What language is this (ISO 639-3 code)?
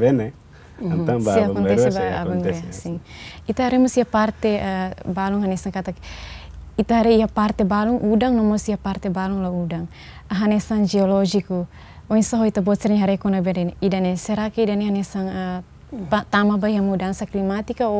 tet